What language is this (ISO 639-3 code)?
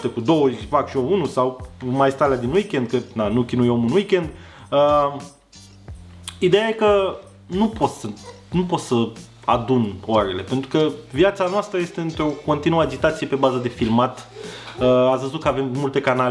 ron